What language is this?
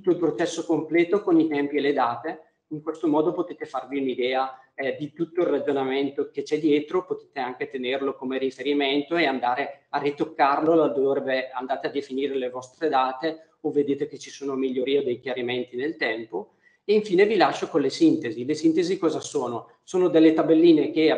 Italian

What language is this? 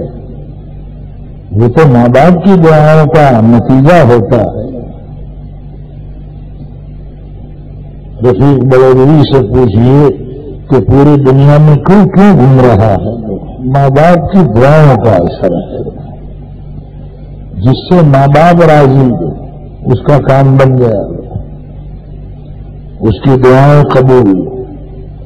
Urdu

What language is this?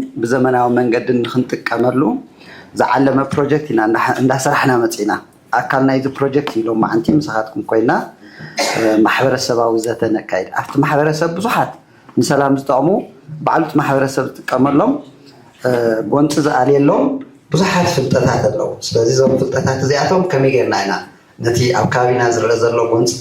Tigrinya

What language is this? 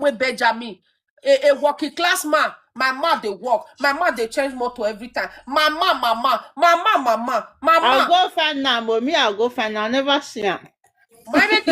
Nigerian Pidgin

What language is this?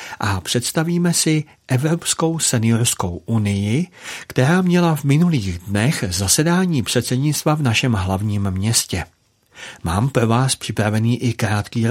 Czech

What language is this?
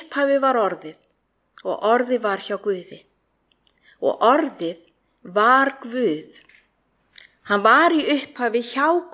Icelandic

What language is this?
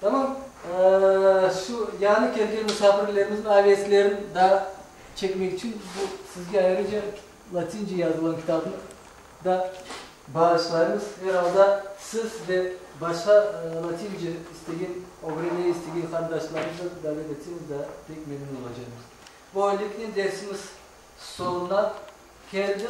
Crimean Tatar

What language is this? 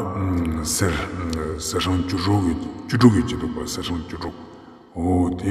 Ladakhi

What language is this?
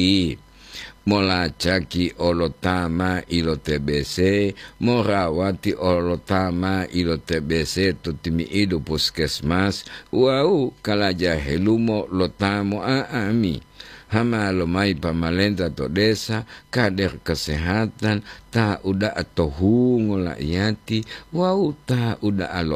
Gorontalo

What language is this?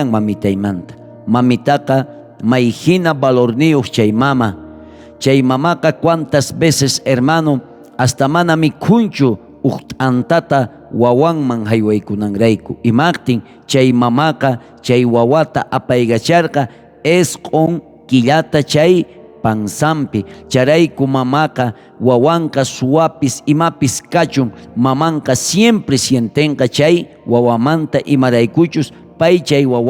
South Bolivian Quechua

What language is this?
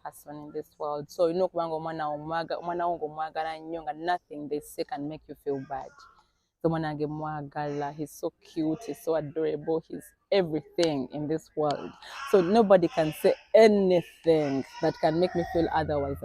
Ganda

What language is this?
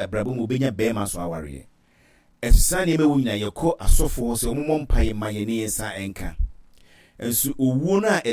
Akan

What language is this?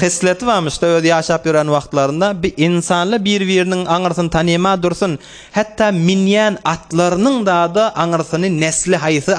Turkmen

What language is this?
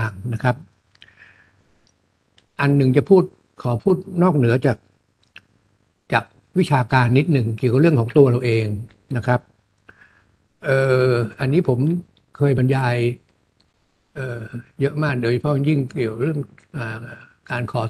Thai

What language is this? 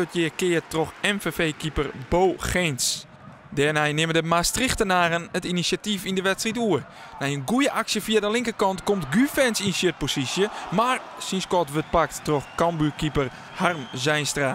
Western Frisian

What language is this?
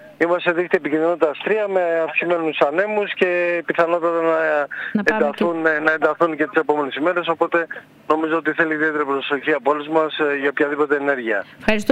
Greek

